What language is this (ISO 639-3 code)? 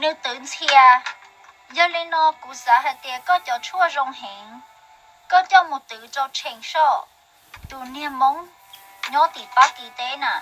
hmn